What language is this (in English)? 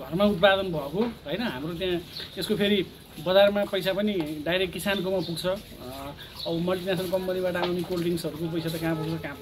Nepali